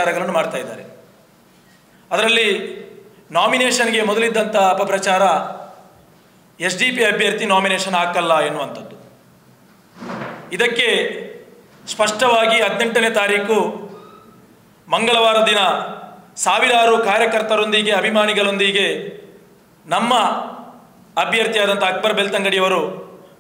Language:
Kannada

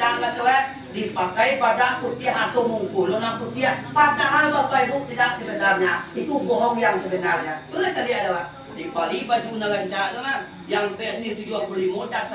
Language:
Minangkabau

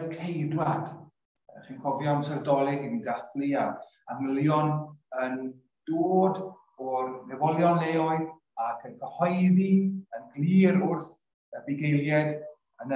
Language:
Welsh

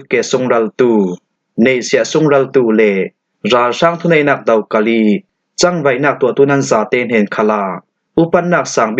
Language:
Falam Chin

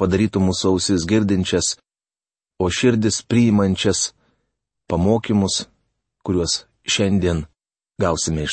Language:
Lithuanian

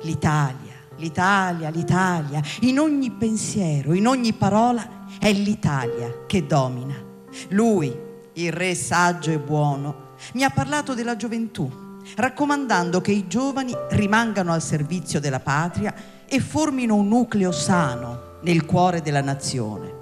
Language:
Italian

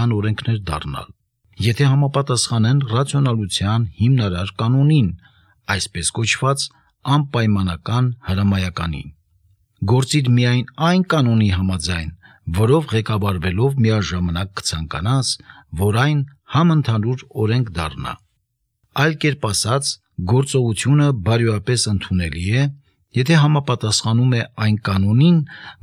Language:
Armenian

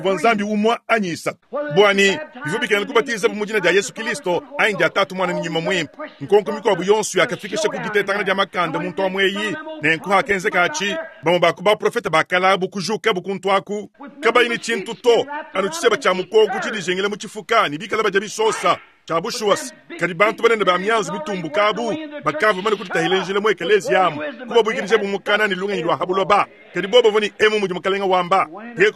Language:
Luba-Lulua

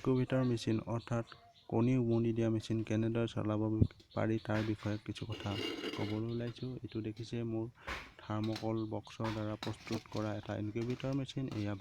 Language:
Assamese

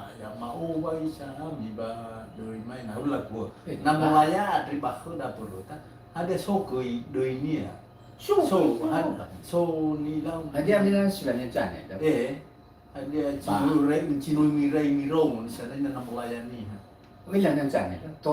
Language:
Nias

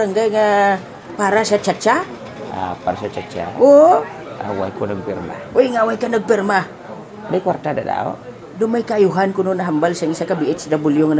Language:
Hiligaynon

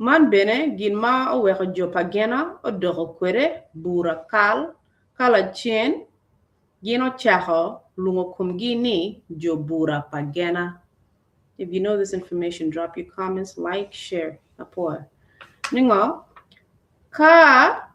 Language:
Acoli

